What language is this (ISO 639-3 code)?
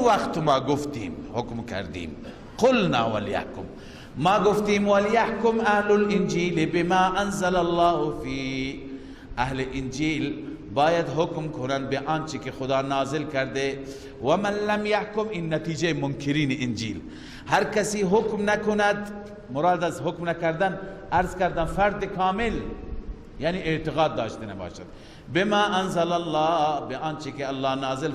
fas